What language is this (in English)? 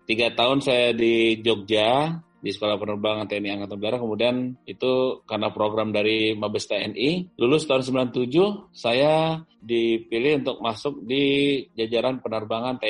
Indonesian